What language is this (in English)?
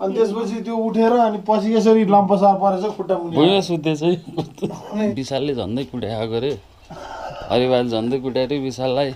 Nepali